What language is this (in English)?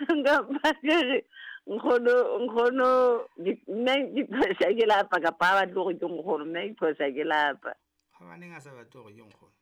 Southern Sotho